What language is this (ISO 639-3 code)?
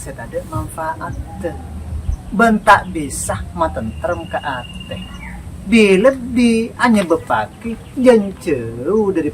mad